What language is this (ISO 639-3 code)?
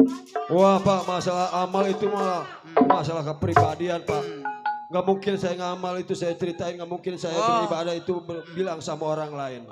bew